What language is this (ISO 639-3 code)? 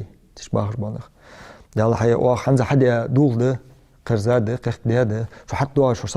inh